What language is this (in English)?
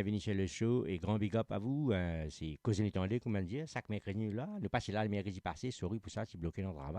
Morisyen